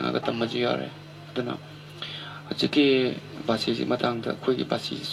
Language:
Manipuri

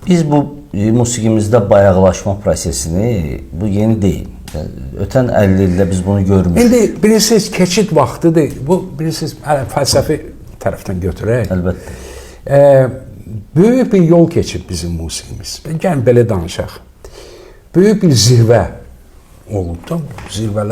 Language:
Azerbaijani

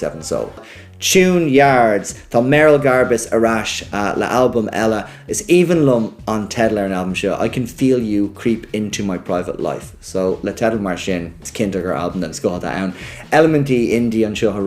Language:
Irish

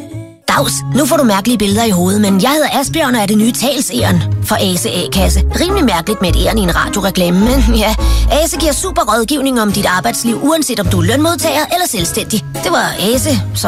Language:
Danish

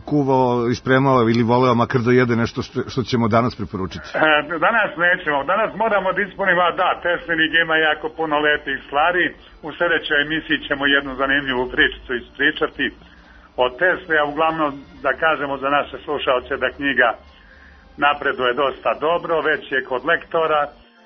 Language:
Serbian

